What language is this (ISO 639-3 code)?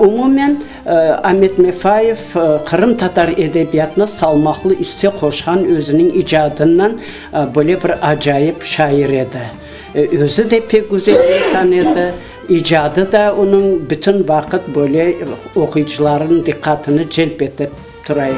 crh